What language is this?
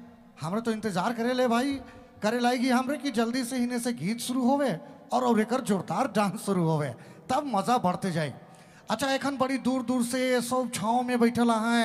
Sadri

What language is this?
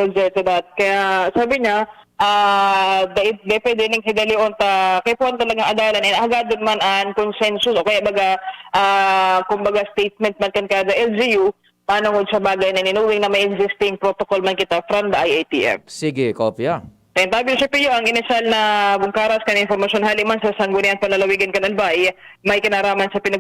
Bikol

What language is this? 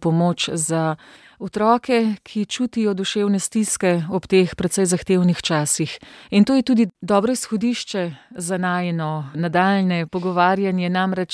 Slovenian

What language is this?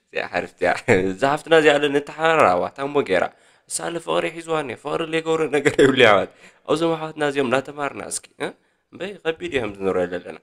Tigrinya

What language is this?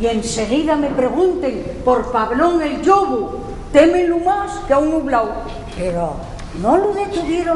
Asturian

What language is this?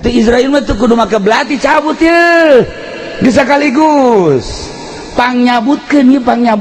Sundanese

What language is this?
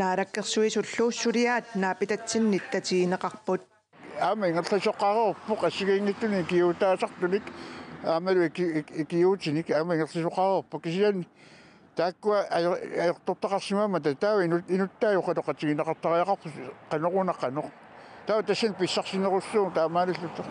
Kalaallisut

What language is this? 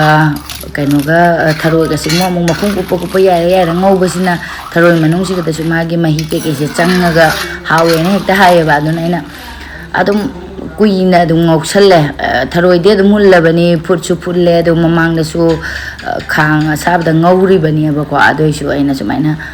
Manipuri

